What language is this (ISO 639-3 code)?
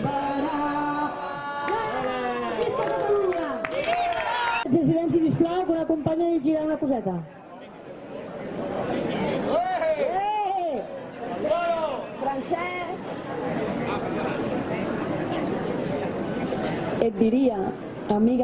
cat